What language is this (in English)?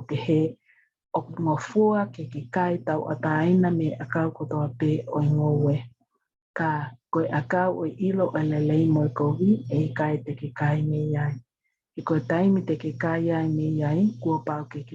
Tongan